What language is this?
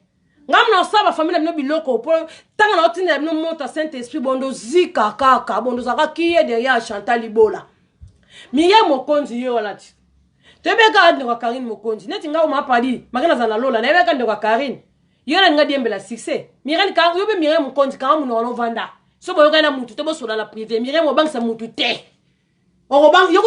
Lingala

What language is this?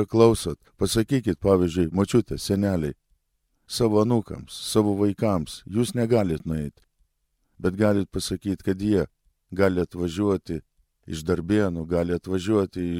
Lithuanian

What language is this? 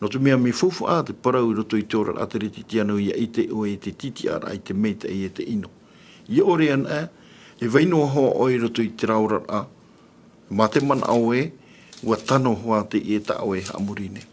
Tahitian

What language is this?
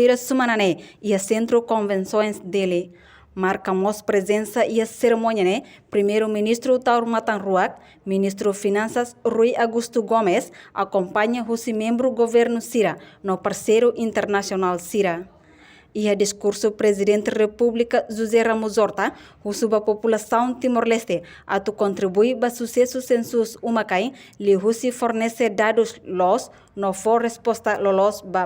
Tetum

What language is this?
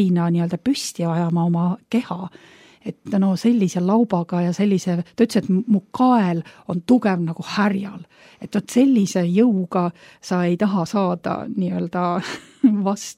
Estonian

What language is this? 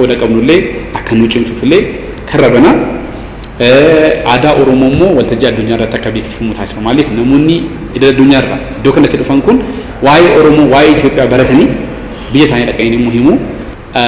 Oromo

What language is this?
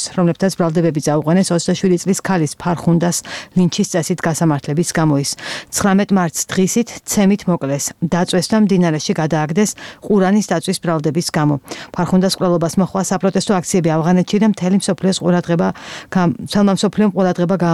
Georgian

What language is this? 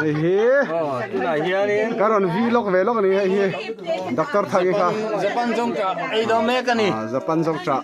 Mizo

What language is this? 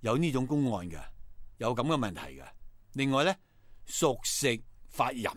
Cantonese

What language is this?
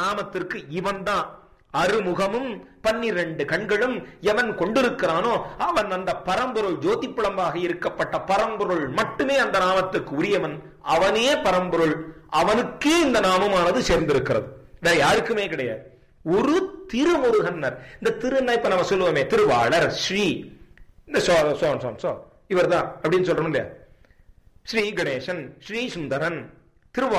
Tamil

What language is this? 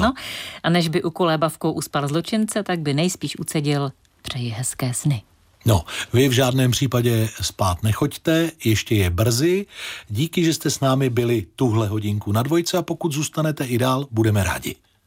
Czech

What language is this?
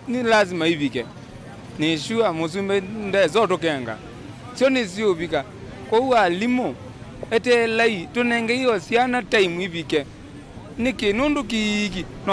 Kamba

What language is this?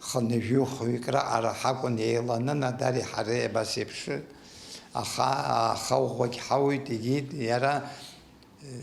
Abkhazian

